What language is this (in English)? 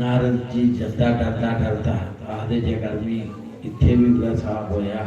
Dogri